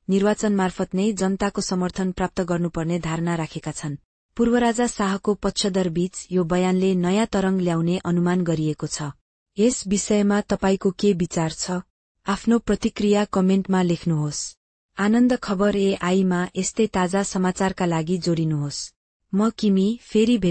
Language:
Nepali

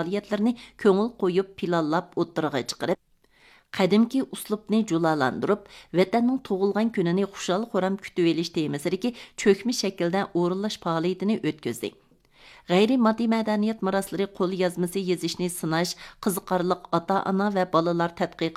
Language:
Uyghur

